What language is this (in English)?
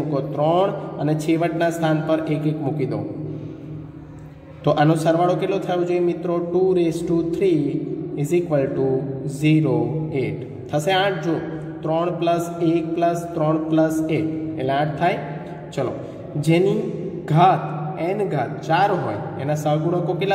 Gujarati